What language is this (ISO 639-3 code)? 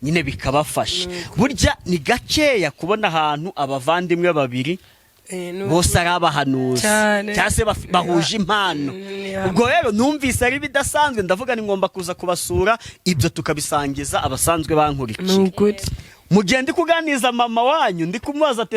kin